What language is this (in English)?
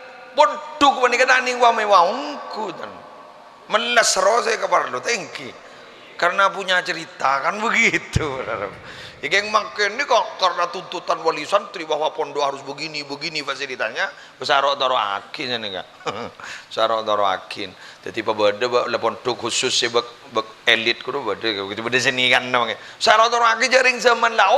Madurese